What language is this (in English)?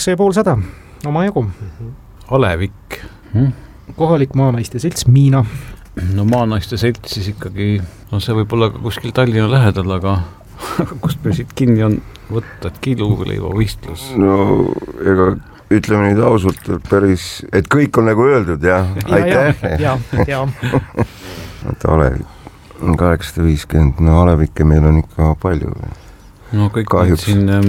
Estonian